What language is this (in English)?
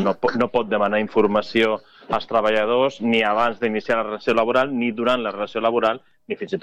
Catalan